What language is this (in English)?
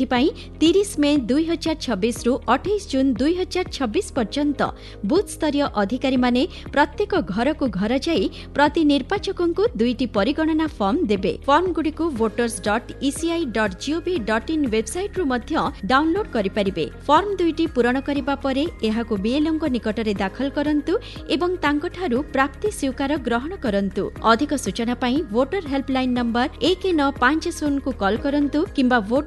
Odia